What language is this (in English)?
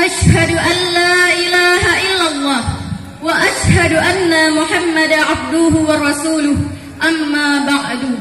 Achinese